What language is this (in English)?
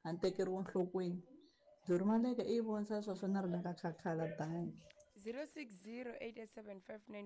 Tsonga